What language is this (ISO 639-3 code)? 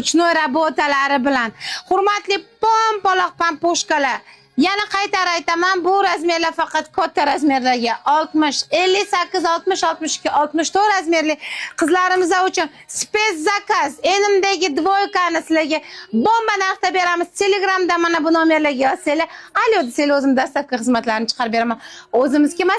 uzb